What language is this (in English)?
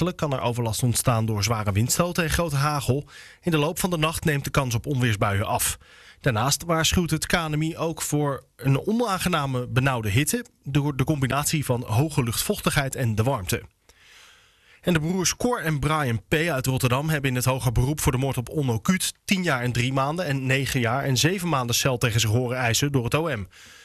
Dutch